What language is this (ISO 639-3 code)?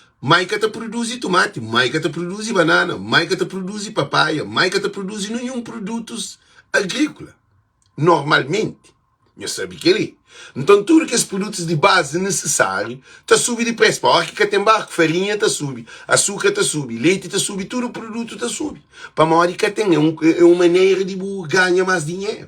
kea